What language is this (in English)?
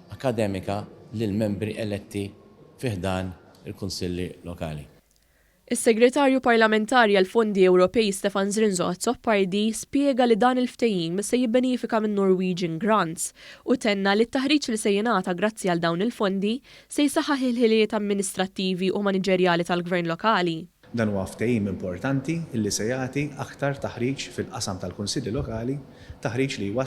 Maltese